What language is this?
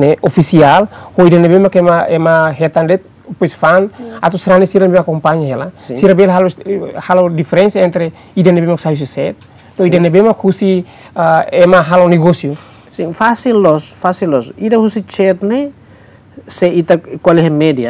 Tetum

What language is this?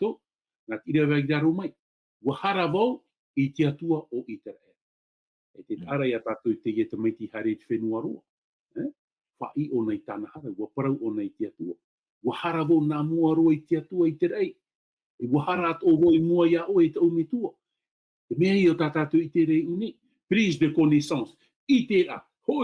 Tahitian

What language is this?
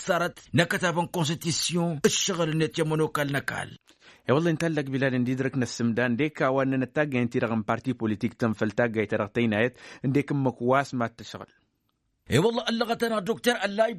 Tamasheq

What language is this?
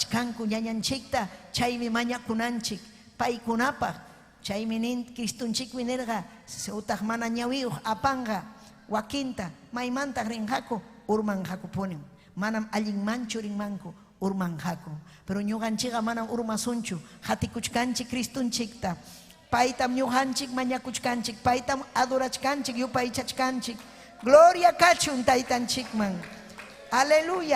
Ayacucho Quechua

